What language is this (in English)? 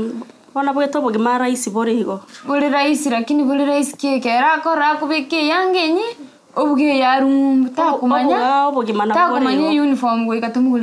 Gusii